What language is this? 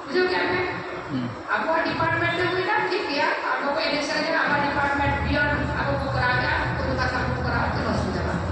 Santali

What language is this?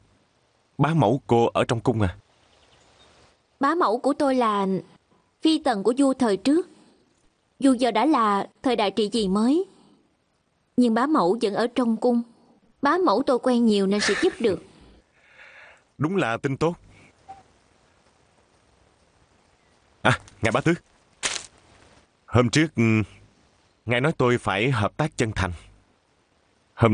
Vietnamese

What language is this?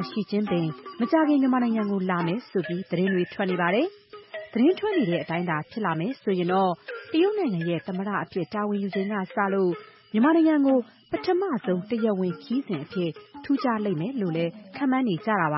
Burmese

